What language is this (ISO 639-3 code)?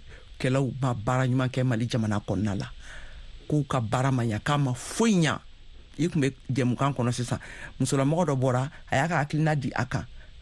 bam